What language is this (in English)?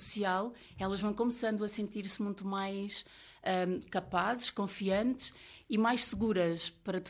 Portuguese